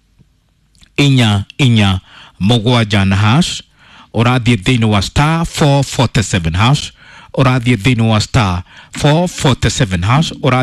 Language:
Kikuyu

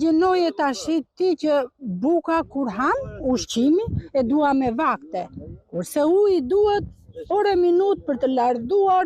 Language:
Albanian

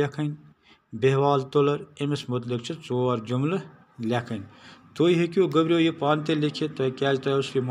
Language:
Kashmiri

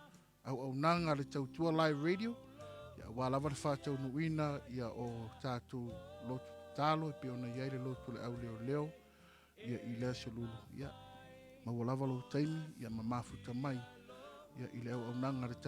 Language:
Samoan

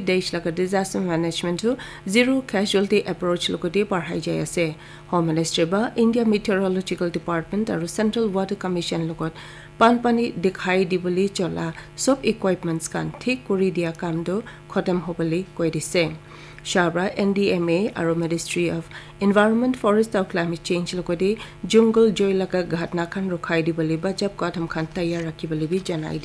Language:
Naga Pidgin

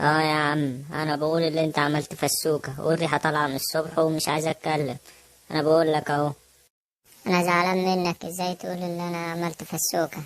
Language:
Egyptian Arabic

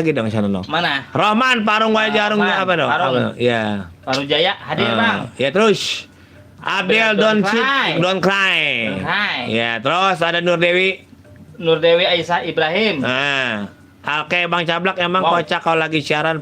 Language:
Betawi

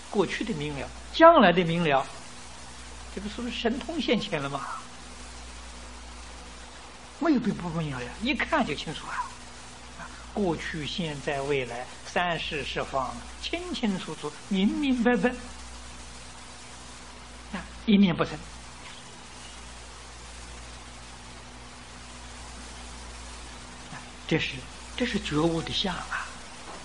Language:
Chinese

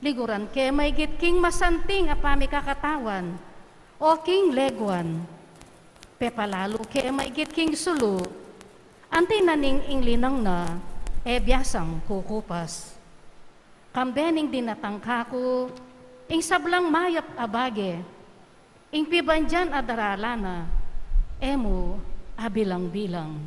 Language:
Pampanga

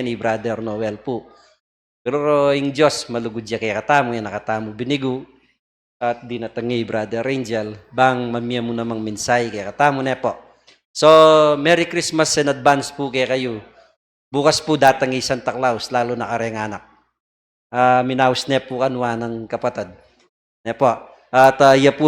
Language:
Pampanga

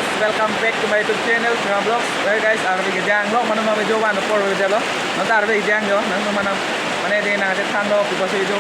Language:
Karbi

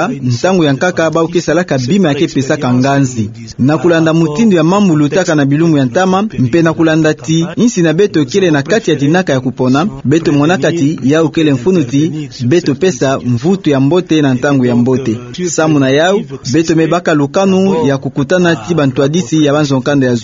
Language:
Kituba (Democratic Republic of Congo)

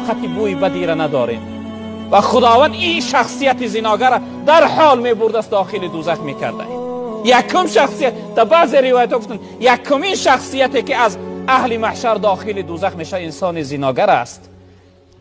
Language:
Tajik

